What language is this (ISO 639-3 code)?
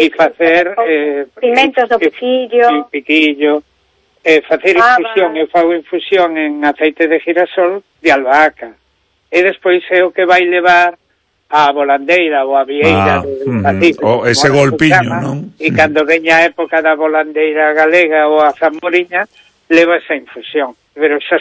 glg